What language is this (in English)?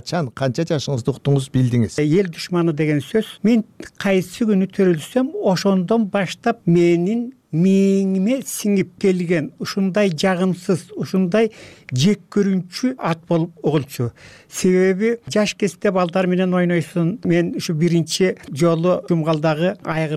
Kyrgyz